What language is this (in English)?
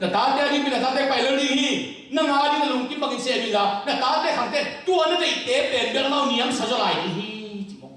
Tedim Chin